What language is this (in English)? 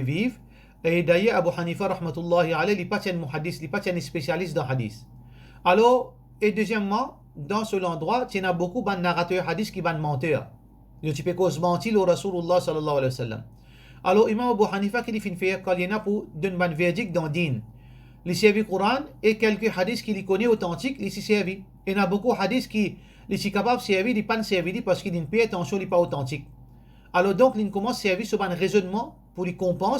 Morisyen